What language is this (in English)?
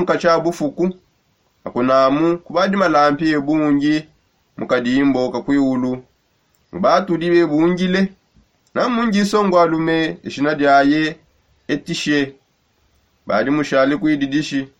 Songe